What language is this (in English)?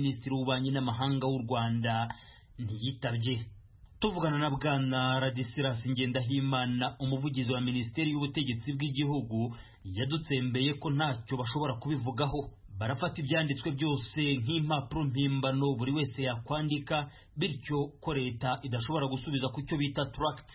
Kinyarwanda